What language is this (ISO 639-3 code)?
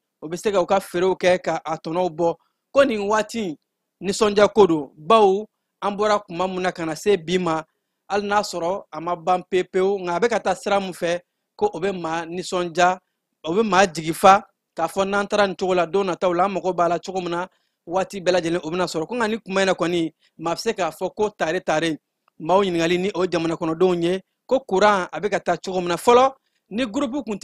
bam